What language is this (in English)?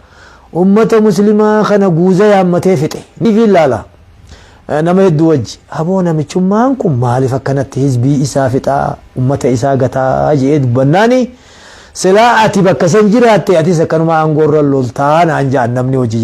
Oromo